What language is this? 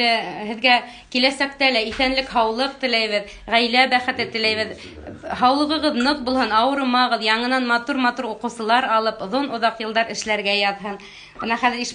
Bashkir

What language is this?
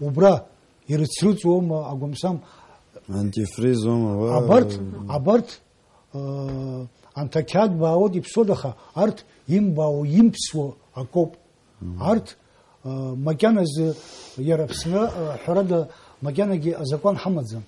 Abkhazian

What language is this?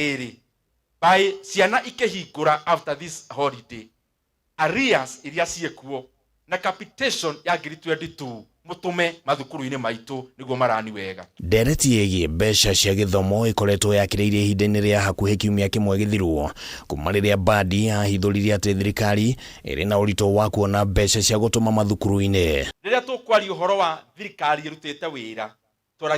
Kikuyu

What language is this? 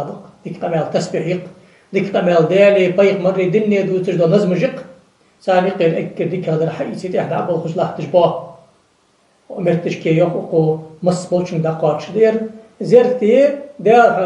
Ingush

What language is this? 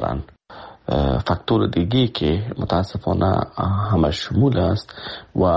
Persian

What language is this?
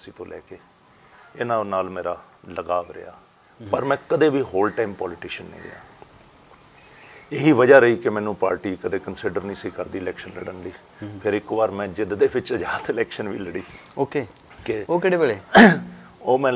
Punjabi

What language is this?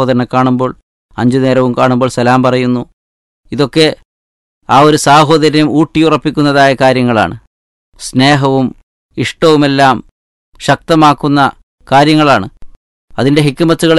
Malayalam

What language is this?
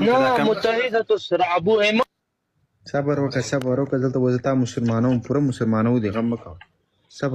Pashto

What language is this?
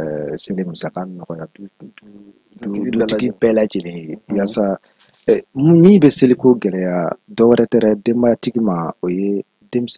Bambara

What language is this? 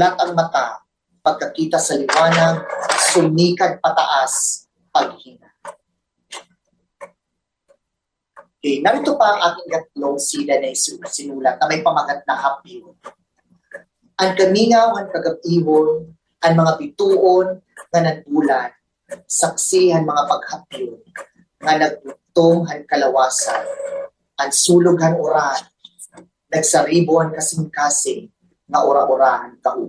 Filipino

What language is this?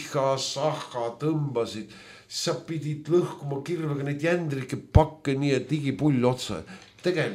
Estonian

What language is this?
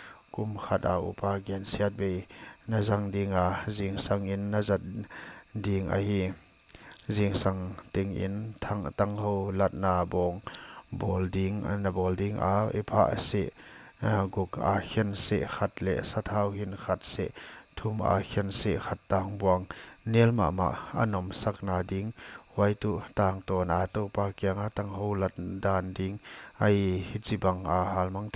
Paite Chin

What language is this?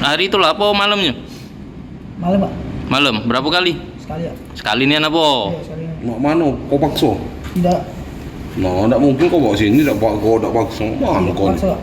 Musi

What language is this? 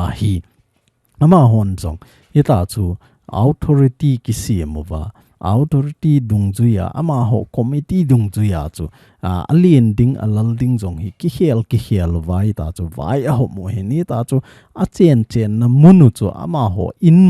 Thado Chin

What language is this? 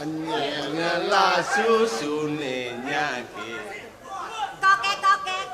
Balinese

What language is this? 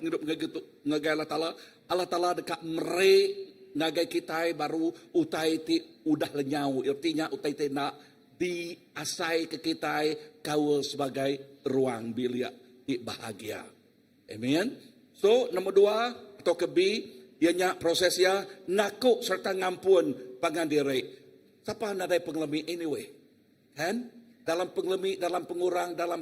Iban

